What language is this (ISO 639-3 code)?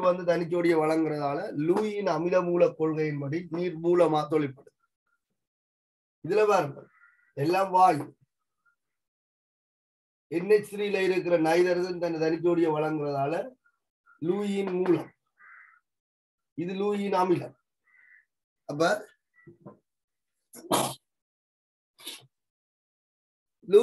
tam